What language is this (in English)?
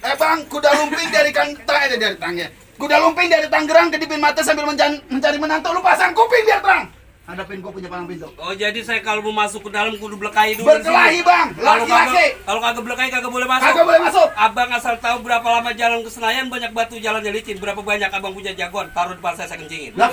Betawi